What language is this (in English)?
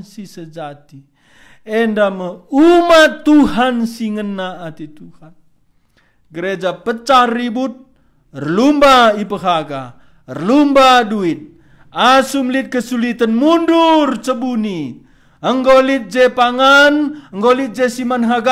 Batak Karo